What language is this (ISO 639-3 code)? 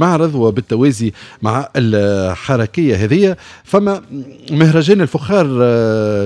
aeb